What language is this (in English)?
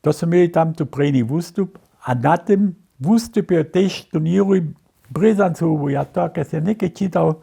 Upper Sorbian